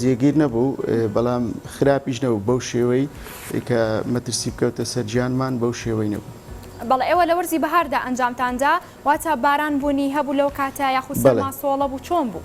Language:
Central Kurdish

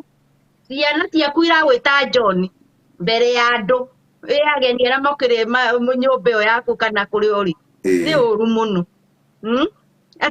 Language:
Kikuyu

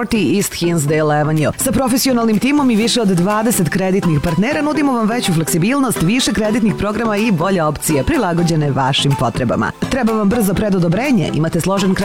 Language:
Serbian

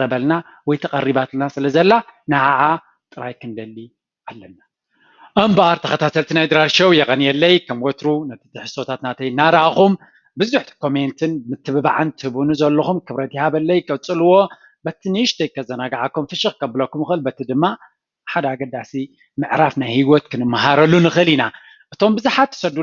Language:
Tigrinya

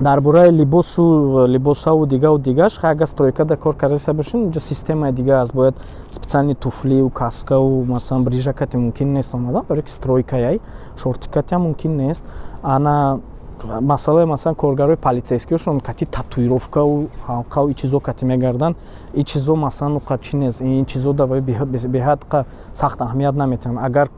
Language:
Tajik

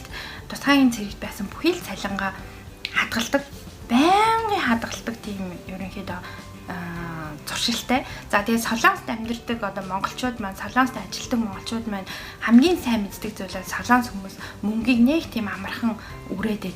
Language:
Mongolian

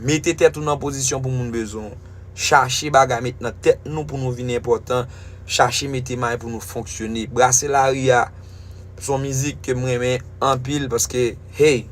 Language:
Haitian Creole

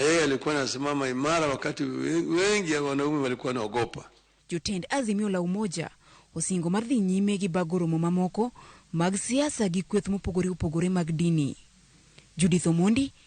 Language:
Luo (Kenya and Tanzania)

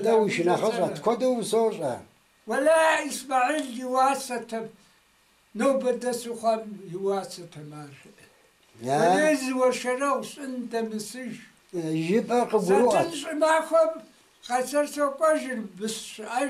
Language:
Kabardian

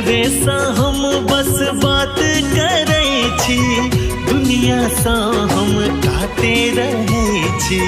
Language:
Maithili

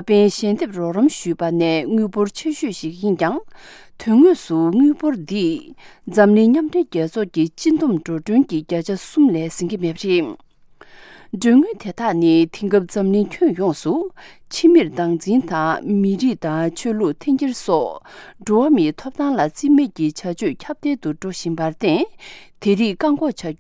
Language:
Tibetan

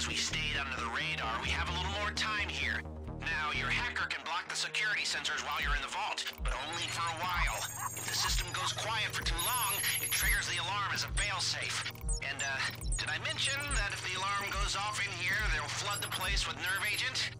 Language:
English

